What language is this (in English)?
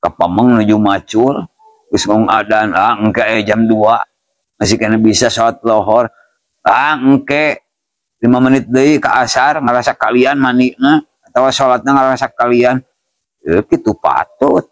Sundanese